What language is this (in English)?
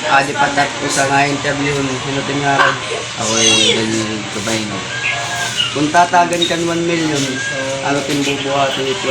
Waray